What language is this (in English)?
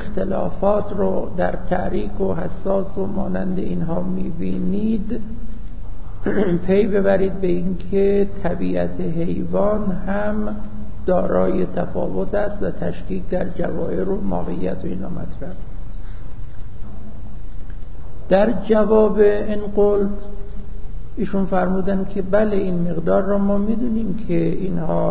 Persian